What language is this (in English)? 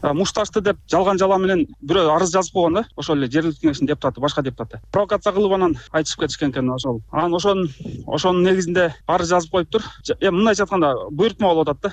Kyrgyz